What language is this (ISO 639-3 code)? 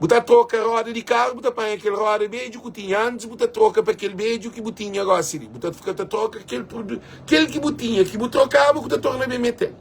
kea